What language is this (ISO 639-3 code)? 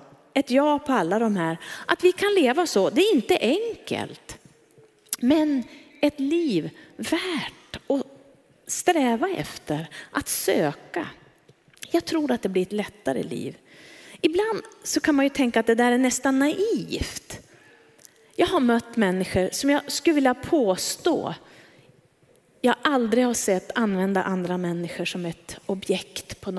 swe